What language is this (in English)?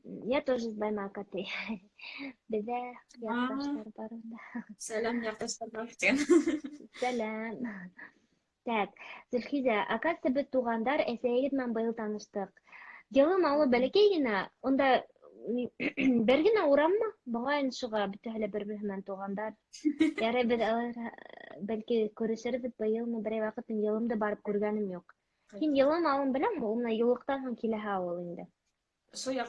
Bashkir